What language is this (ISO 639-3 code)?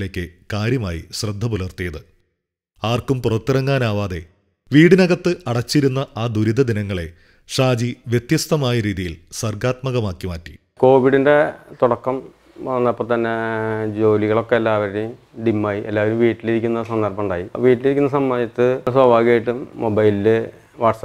mal